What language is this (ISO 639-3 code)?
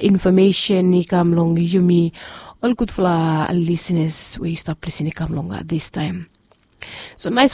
bis